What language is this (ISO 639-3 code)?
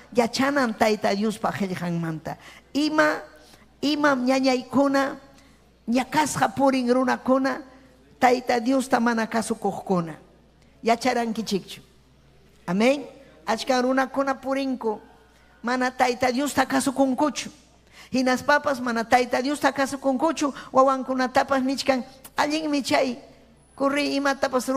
quy